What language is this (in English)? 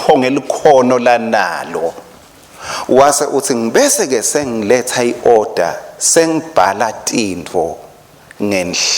Swati